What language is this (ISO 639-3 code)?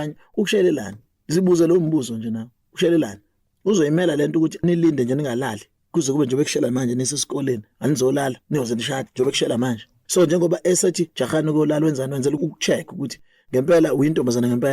zul